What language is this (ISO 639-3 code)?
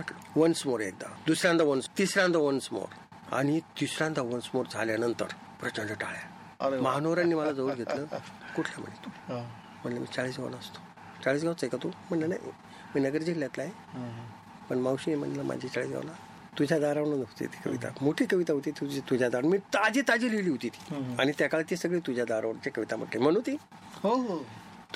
mar